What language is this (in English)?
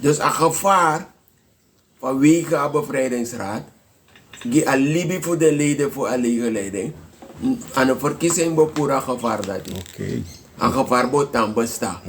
Sranan Tongo